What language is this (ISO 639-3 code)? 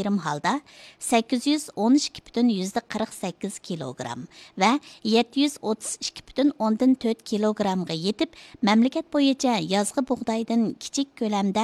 uig